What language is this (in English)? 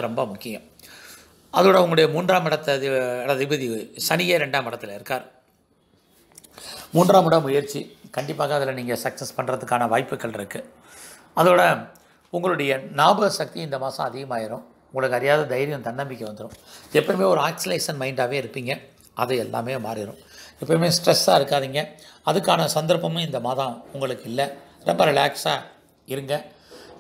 Tamil